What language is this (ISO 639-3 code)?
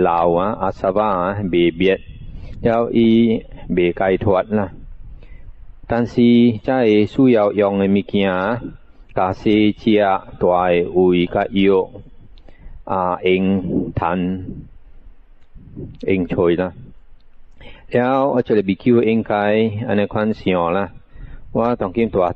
nan